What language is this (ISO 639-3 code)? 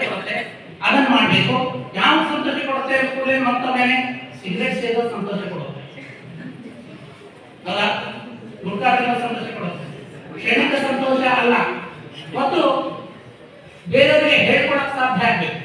kan